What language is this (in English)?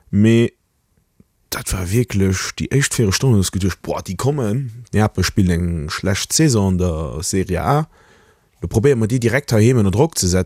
Luxembourgish